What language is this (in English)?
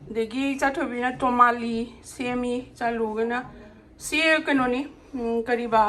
Manipuri